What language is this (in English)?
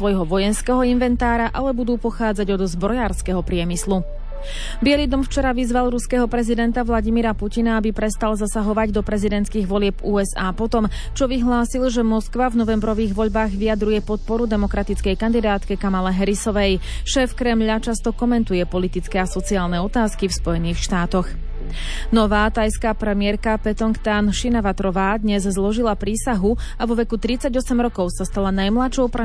Slovak